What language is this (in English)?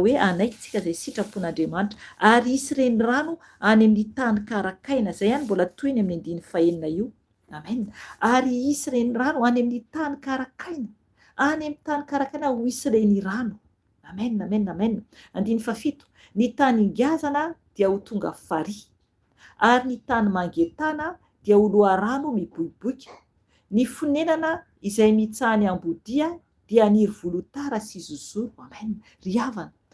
Malagasy